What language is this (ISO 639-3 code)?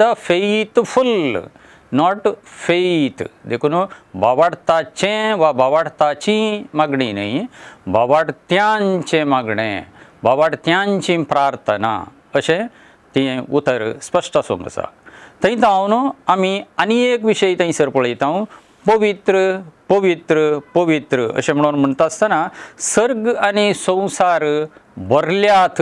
kok